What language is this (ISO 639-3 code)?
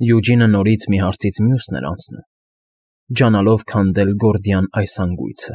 hye